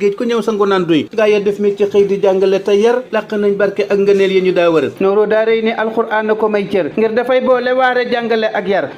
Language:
Wolof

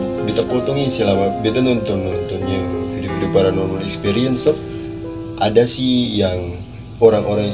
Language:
Ambonese Malay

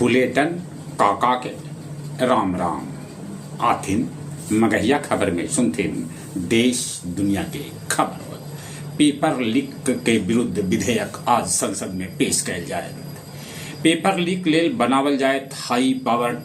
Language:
Magahi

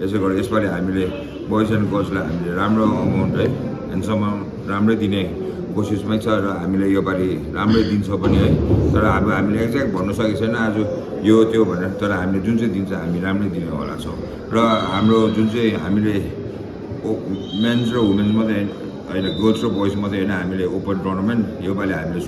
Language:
Nepali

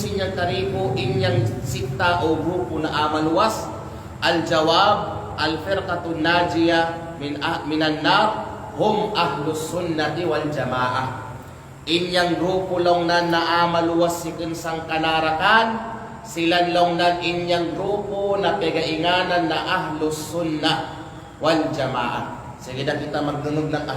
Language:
Kalagan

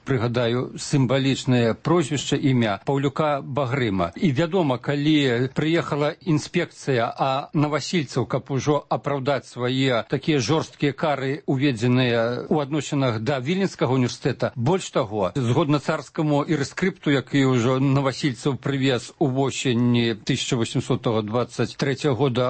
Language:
Belarusian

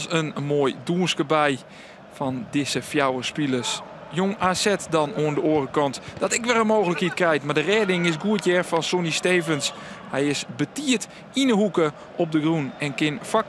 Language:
Western Frisian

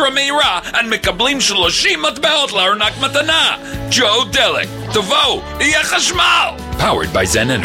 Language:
Hebrew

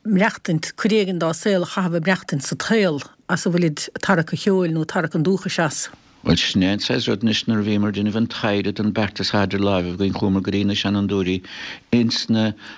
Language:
Irish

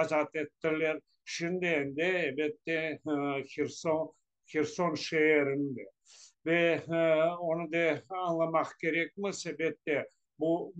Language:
Crimean Tatar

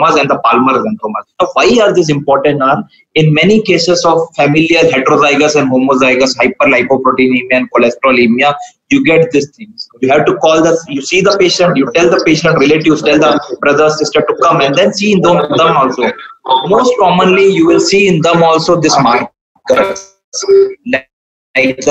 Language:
English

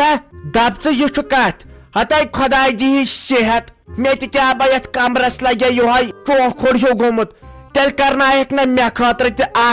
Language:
Kashmiri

